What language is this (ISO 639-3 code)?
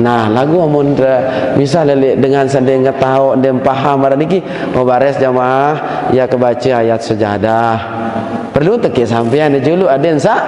sas